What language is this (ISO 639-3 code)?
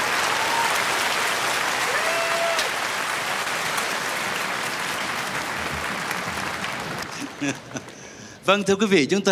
vie